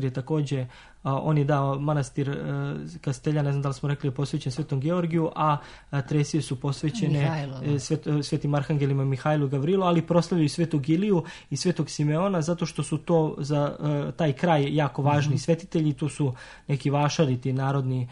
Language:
Serbian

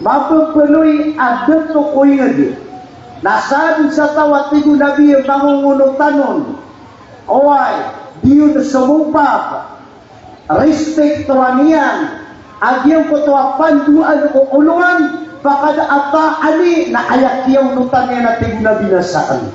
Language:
Maranao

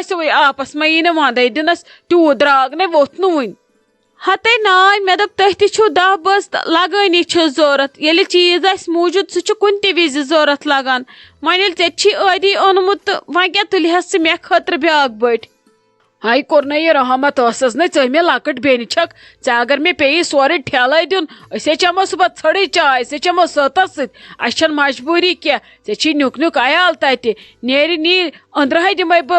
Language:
Kashmiri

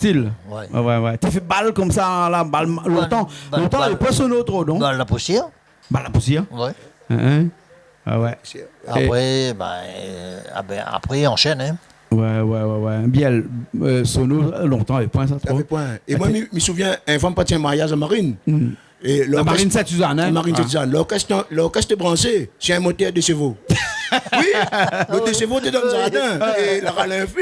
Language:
Réunion Creole French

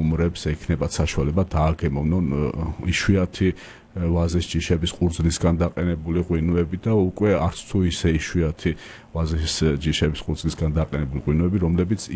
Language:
Georgian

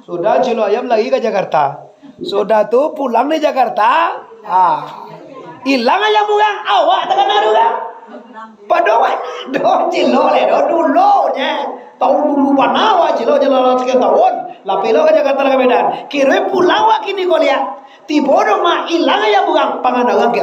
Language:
Minangkabau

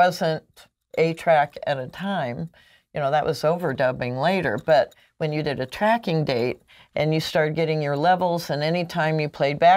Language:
English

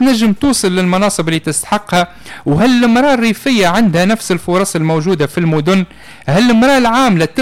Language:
Tunisian Arabic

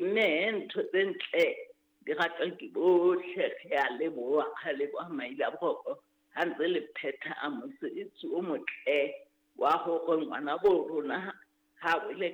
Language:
Southern Sotho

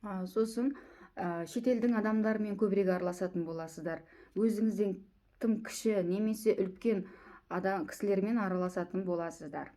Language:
Kazakh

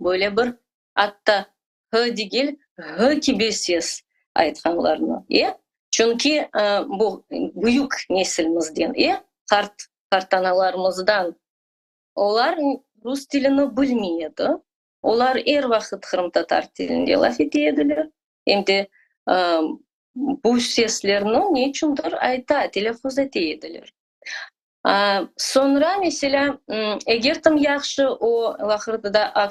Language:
Crimean Tatar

